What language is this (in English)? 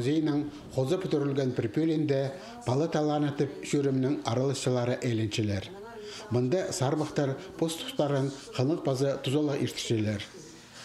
Khakas